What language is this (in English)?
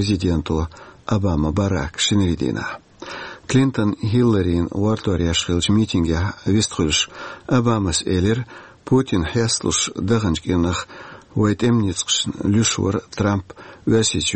Chechen